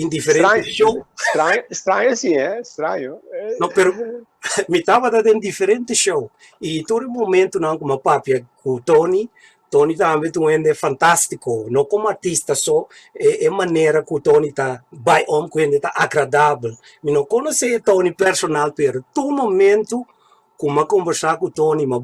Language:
Papiamento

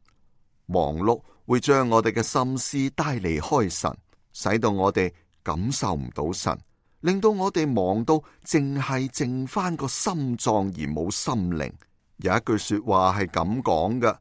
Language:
Cantonese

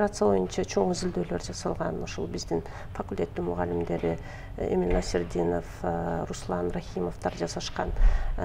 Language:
Kyrgyz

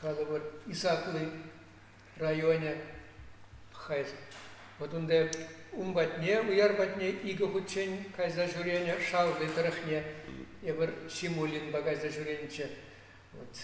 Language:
Chuvash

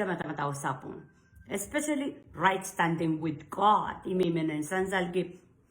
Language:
Pohnpeian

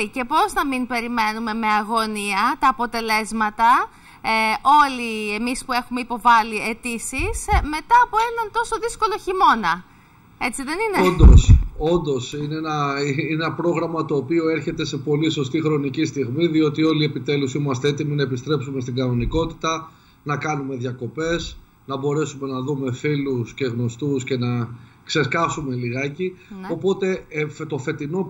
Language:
Greek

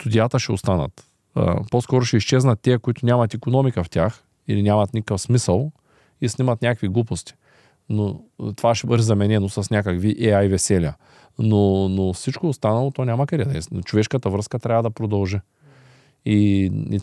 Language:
Bulgarian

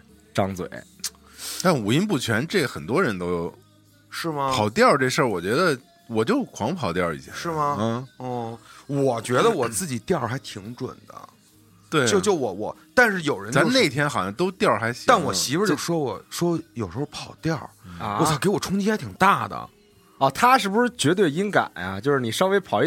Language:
Chinese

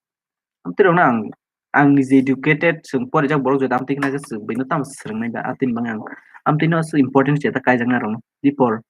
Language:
Kok Borok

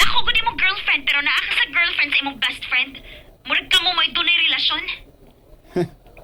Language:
Cebuano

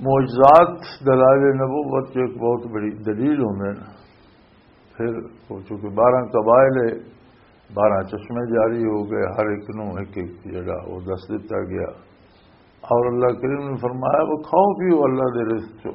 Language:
Western Panjabi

